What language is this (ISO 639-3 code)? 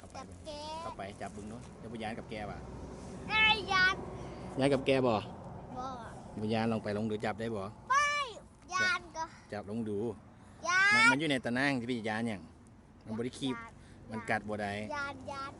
lao